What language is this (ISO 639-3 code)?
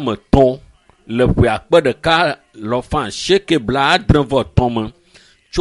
ewe